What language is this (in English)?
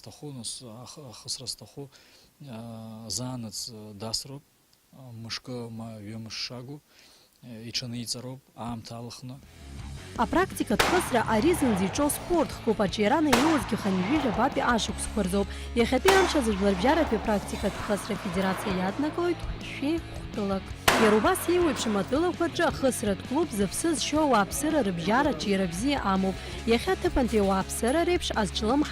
Abkhazian